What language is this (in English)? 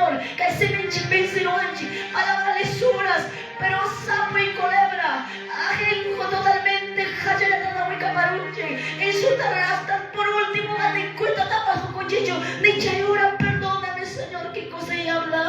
Quechua